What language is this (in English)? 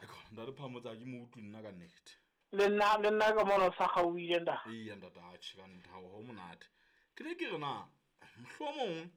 Southern Sotho